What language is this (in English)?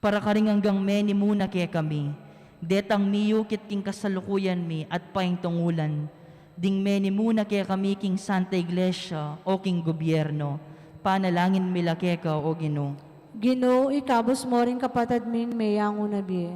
Pampanga